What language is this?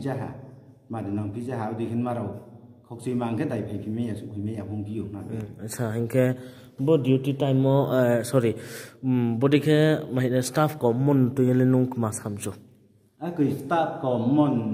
Riang (India)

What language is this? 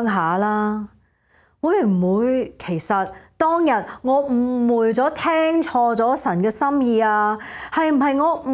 Cantonese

